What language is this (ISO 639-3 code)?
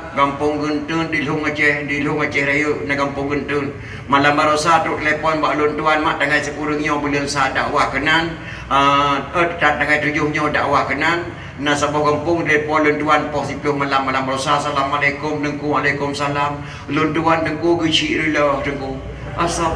ace